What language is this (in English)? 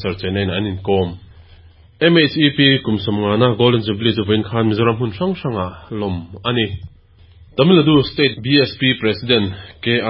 Mizo